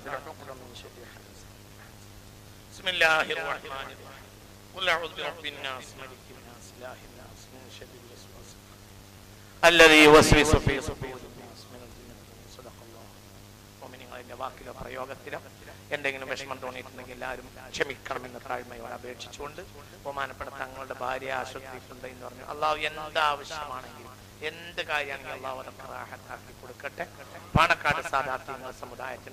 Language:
Malayalam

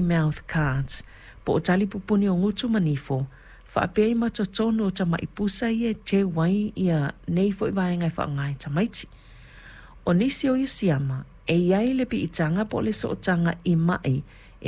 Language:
Samoan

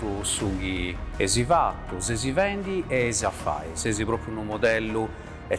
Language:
Sardinian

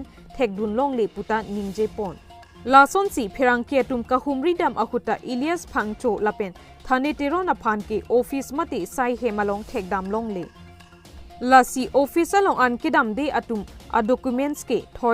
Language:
Karbi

